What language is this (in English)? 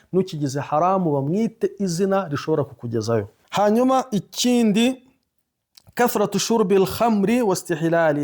Kinyarwanda